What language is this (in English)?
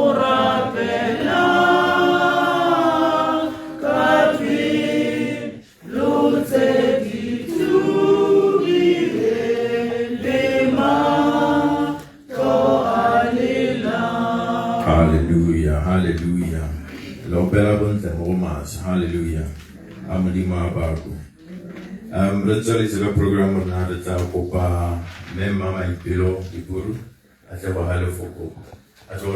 Tswana